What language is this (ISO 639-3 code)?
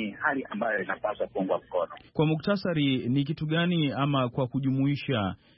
swa